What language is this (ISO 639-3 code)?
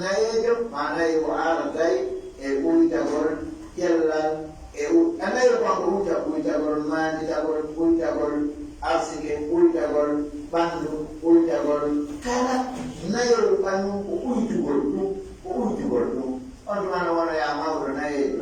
fuf